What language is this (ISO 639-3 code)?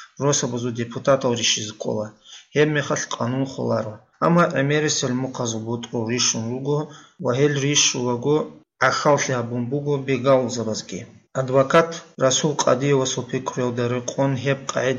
ava